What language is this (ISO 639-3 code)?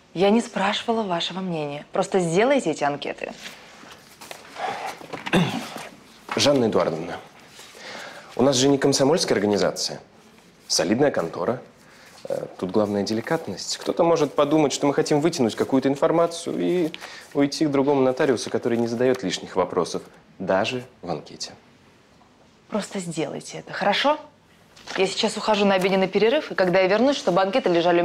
rus